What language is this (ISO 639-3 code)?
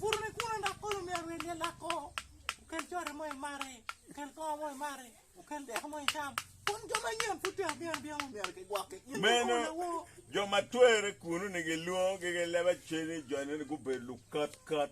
ach